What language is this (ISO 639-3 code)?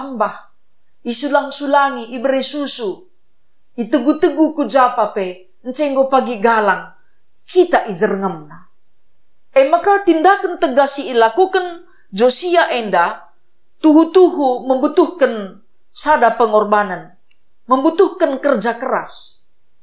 btx